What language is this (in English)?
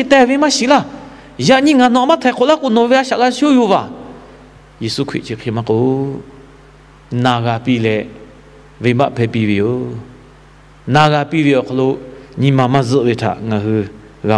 Lahu